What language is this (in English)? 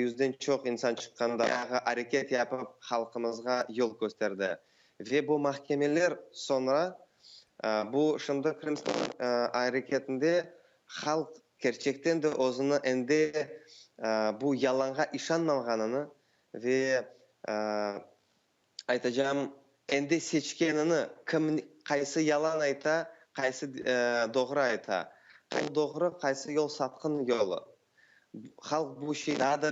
Crimean Tatar